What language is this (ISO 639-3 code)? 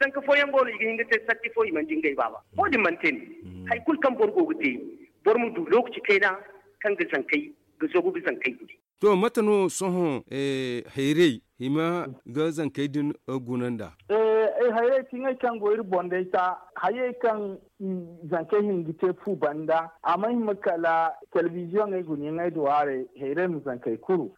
dje